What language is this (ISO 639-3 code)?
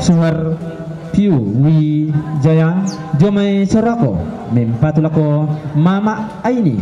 sda